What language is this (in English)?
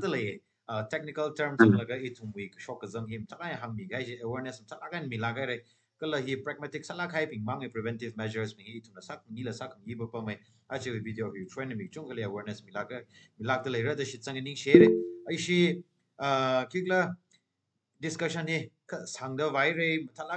Tangkhul Naga (India)